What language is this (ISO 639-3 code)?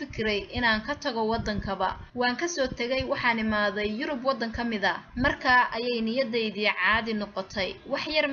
som